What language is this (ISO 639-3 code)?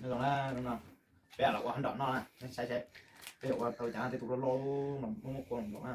hmn